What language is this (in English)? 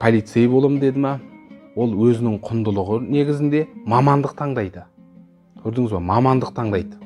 Kazakh